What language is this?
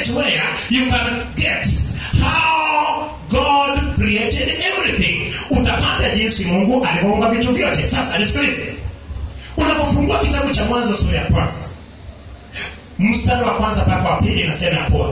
Swahili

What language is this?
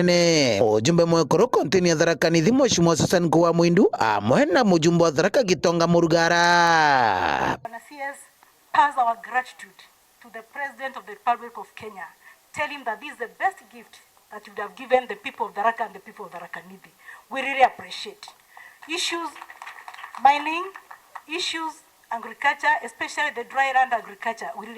Meru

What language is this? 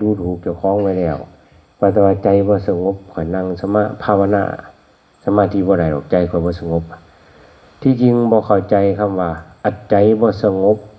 Northeastern Thai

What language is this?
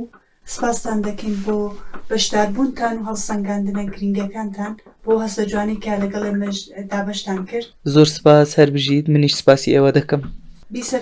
Central Kurdish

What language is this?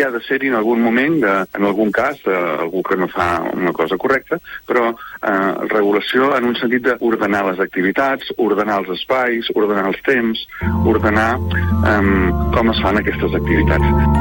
Catalan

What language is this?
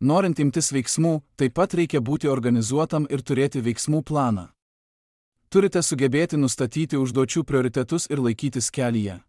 Lithuanian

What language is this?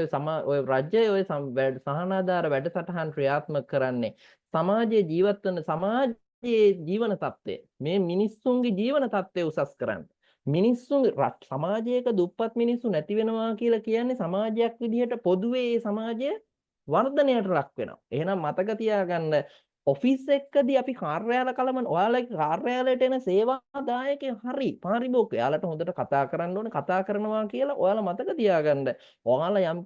Sinhala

